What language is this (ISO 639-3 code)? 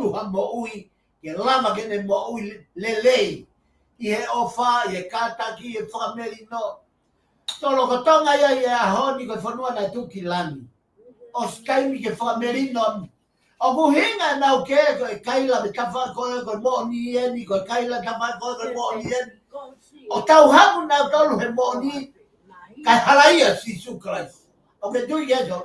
ton